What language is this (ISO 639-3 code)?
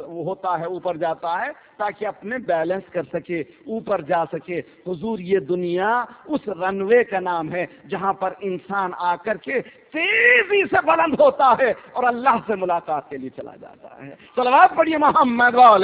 urd